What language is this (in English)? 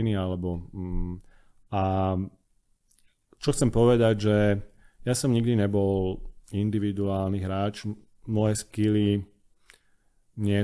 Slovak